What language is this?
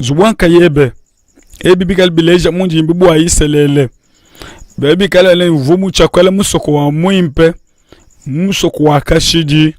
Luba-Lulua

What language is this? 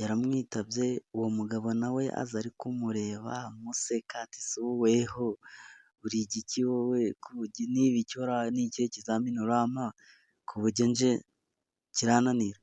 Kinyarwanda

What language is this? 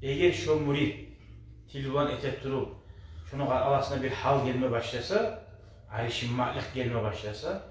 Kumyk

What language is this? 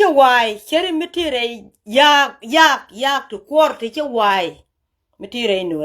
Nuer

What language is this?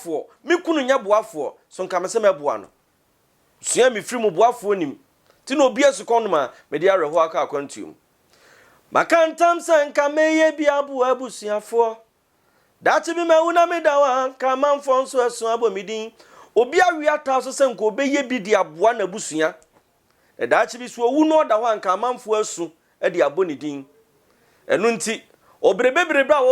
Akan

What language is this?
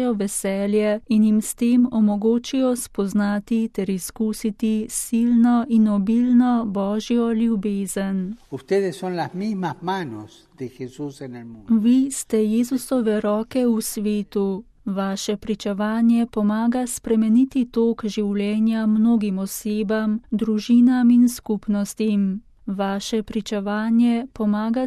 Slovenian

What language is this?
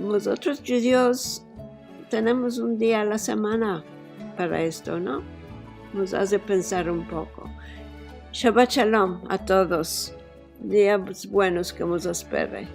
Ladino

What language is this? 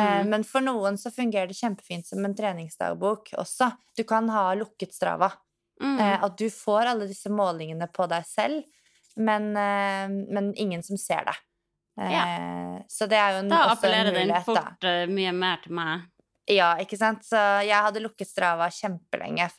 Norwegian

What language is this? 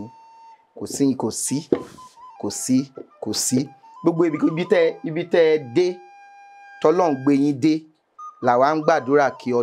Yoruba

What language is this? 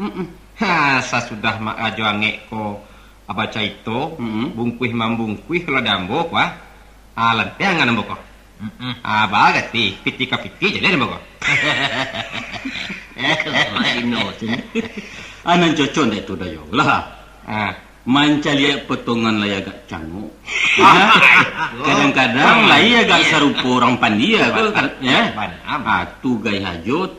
Minangkabau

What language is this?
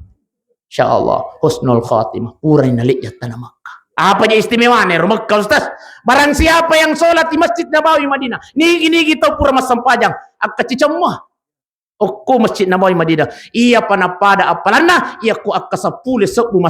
Buginese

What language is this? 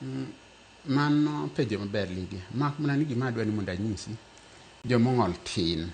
Luo (Kenya and Tanzania)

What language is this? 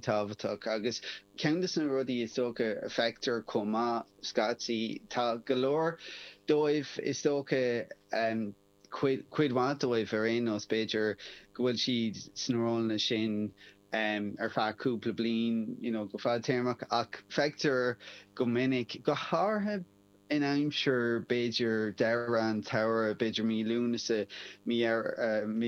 Irish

